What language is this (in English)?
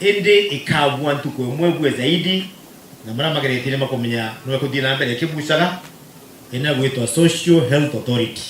Meru